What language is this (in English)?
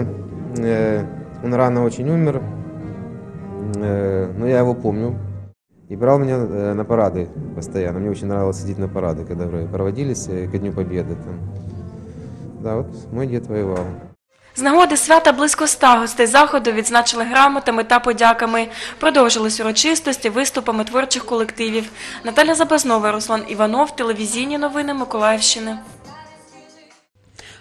Ukrainian